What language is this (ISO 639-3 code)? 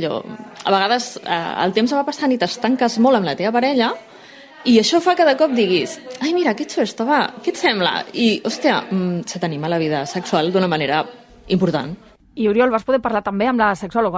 cat